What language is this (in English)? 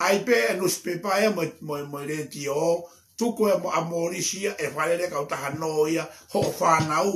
Tongan